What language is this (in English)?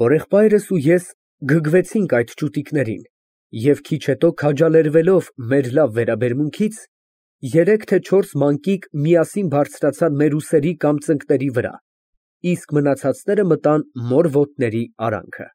Armenian